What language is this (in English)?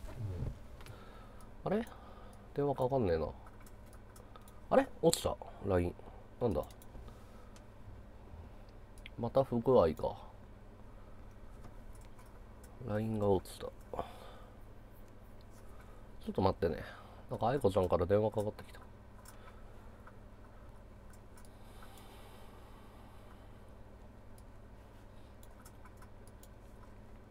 Japanese